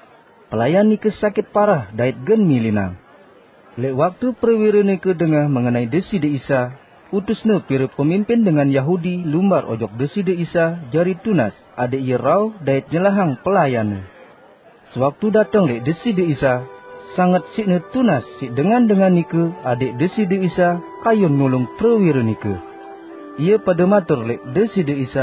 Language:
Sasak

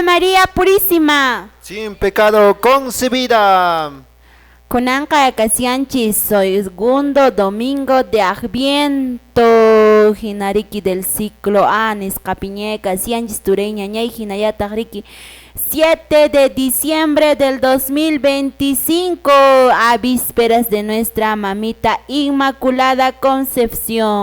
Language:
Quechua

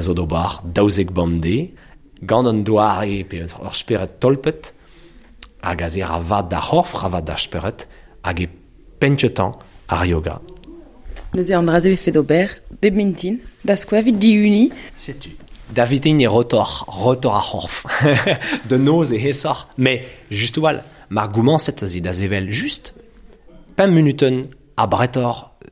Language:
Breton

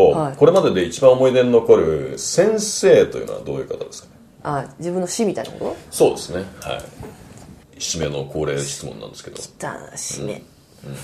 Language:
Japanese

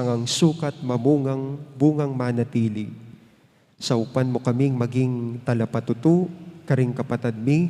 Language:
Pampanga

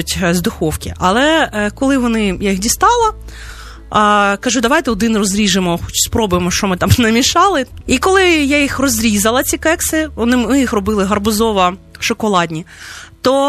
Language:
Ukrainian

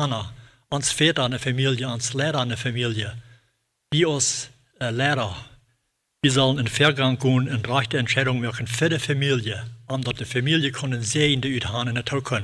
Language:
Plautdietsch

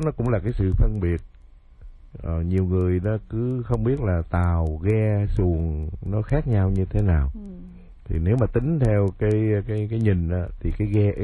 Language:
Vietnamese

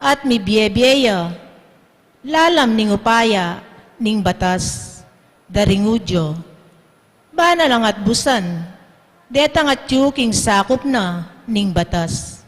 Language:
Pampanga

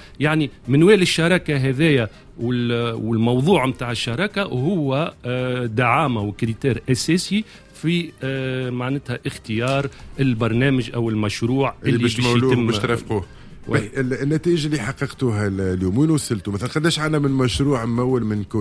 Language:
Tunisian Arabic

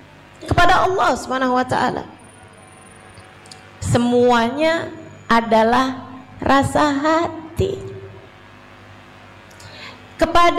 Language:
Indonesian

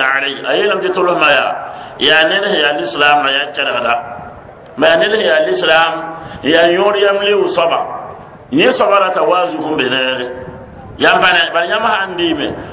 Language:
Mossi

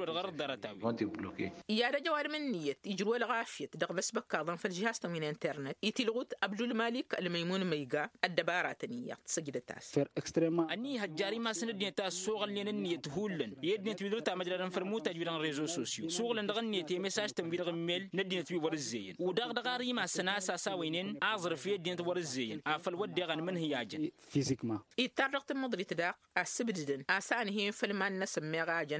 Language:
Tamasheq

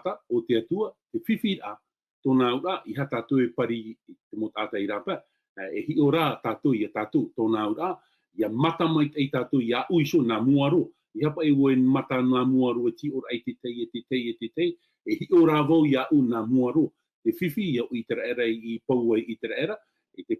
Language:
Tahitian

